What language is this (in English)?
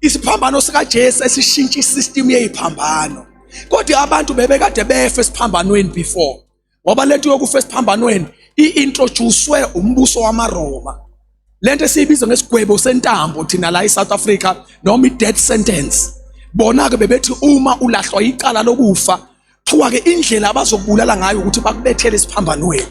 Zulu